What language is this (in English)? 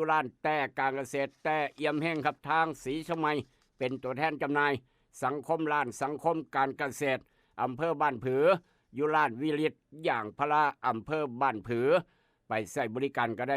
Northeastern Thai